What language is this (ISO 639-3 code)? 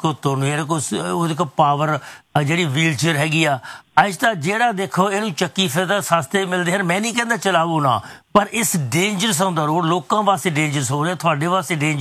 pan